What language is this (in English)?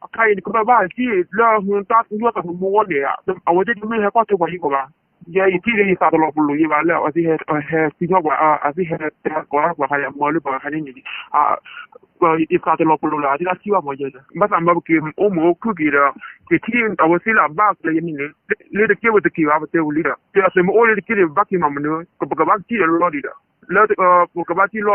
S'gaw Karen